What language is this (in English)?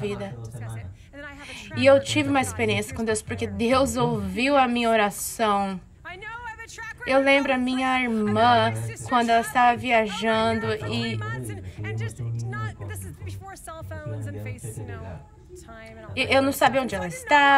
Portuguese